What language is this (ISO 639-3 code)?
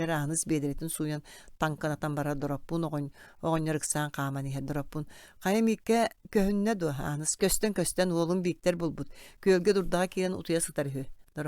sah